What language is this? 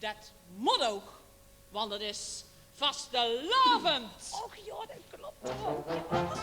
Limburgish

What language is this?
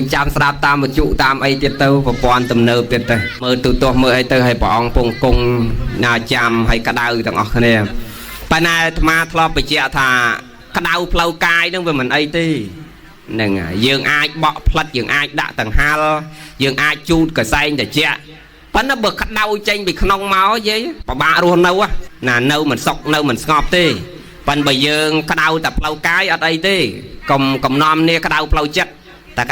Khmer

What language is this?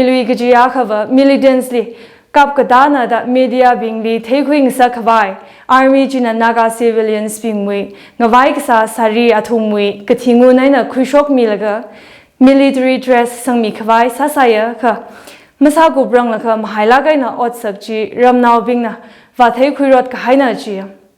Tangkhul Naga (India)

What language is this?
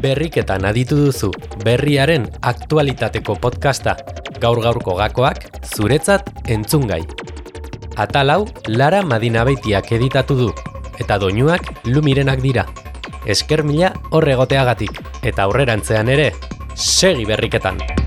Basque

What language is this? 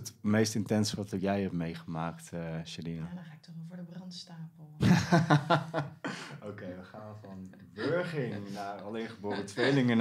Dutch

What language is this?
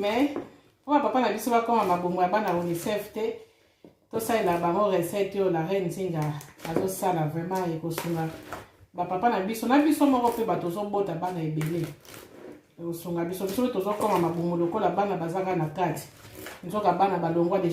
Lingala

